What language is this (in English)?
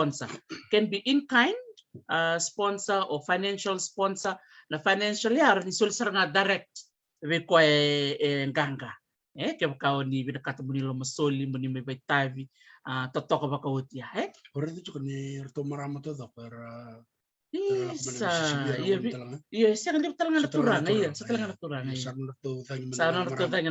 Fijian